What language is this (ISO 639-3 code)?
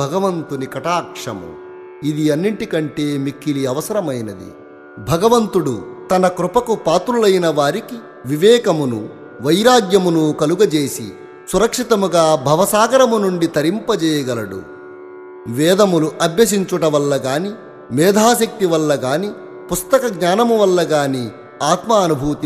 tel